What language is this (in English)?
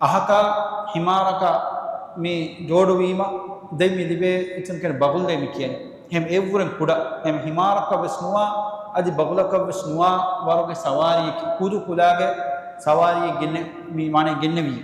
Divehi